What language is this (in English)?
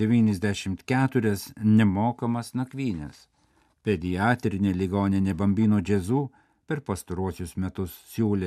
Lithuanian